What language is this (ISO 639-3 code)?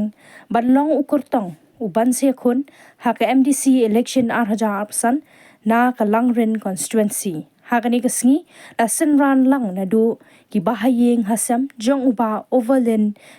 kha